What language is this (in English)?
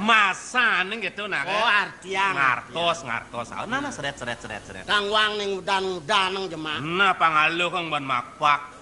Balinese